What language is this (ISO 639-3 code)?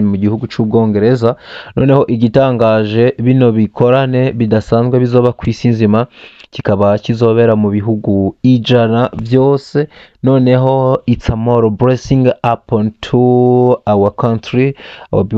run